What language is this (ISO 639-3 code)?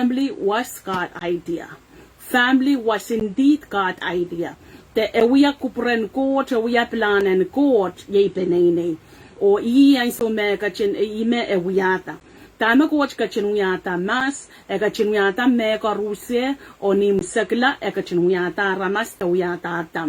pon